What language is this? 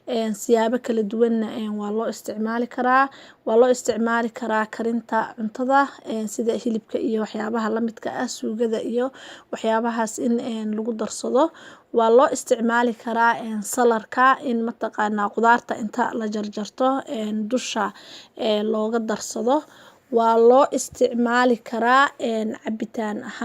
Somali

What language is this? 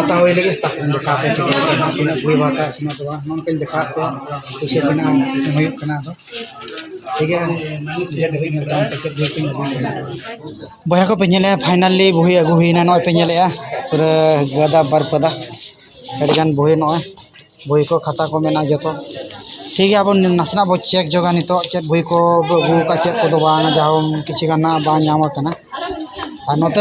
Santali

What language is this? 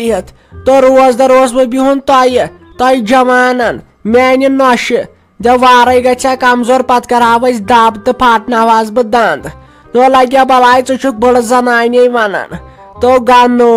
Kashmiri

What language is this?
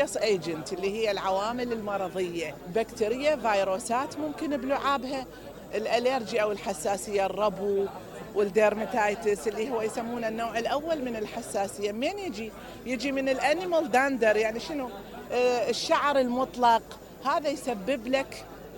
Mesopotamian Arabic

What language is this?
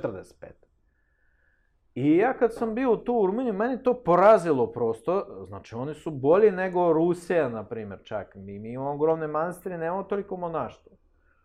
Serbian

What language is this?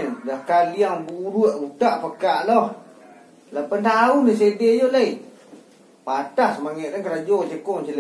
Minangkabau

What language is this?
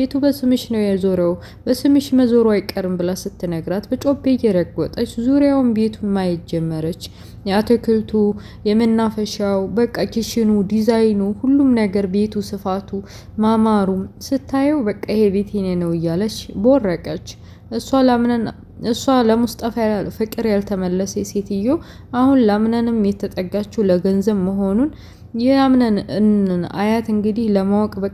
Amharic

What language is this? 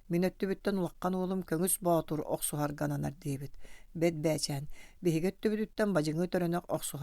Yakut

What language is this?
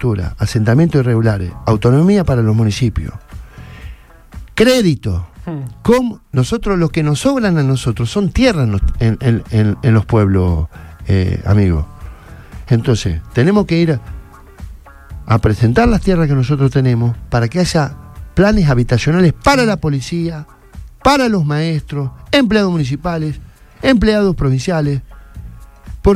Spanish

